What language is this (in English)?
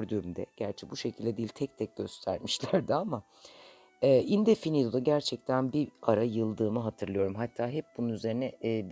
Turkish